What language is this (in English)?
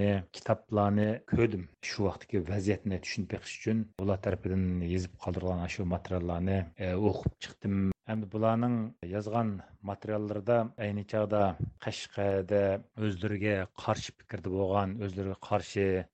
Uyghur